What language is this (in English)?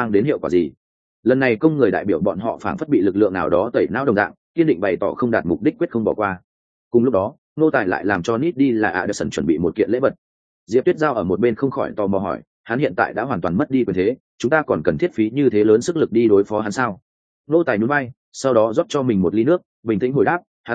Vietnamese